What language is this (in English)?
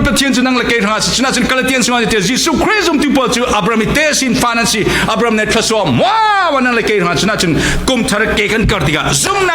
Falam Chin